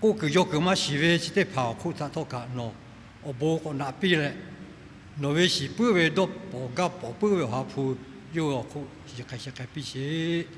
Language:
Lahu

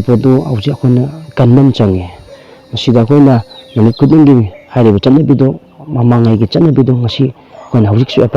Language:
Manipuri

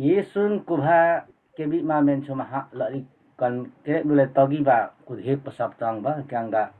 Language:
Limbu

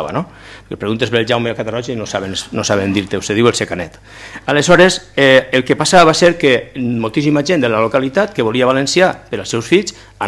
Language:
Catalan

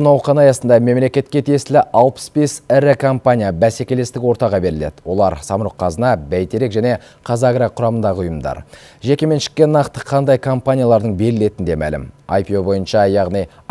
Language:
Kazakh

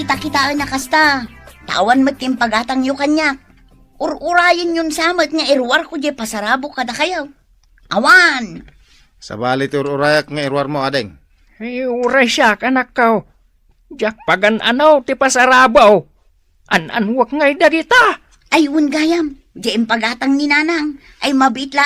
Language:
Iloko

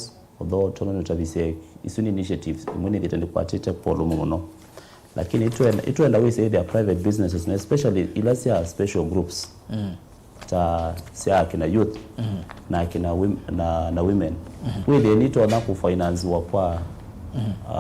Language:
Kamba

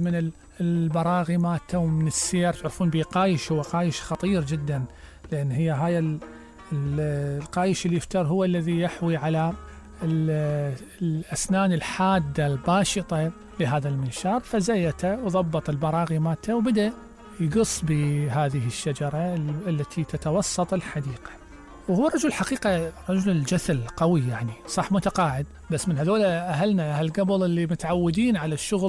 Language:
Mesopotamian Arabic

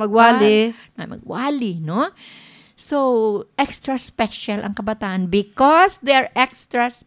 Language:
Hiligaynon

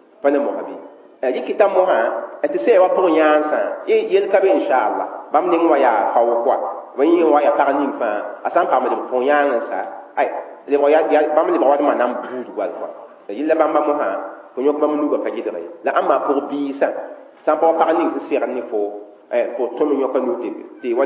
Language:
Mossi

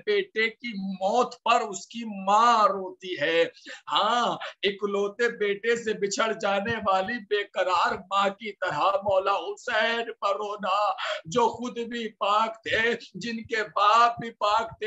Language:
Hindi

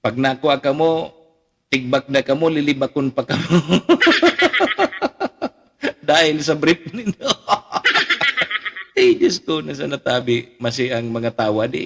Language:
Bikol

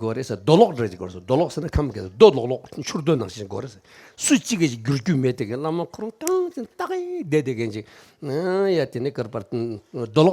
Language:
Tibetan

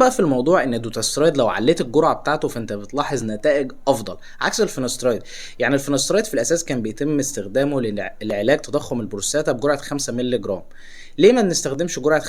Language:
Egyptian Arabic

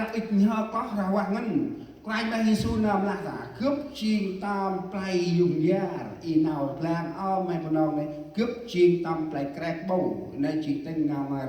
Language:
Central Mnong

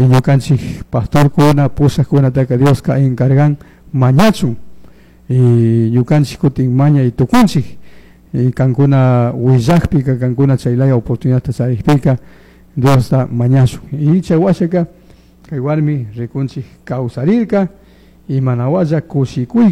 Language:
Chimborazo Highland Quichua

